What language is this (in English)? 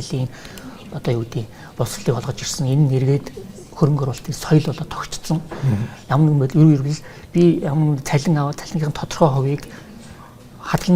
Mongolian